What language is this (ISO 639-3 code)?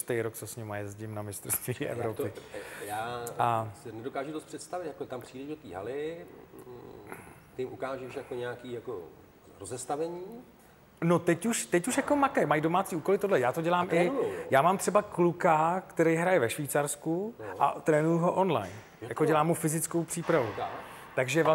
ces